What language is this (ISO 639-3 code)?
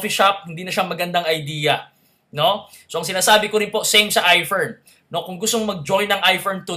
fil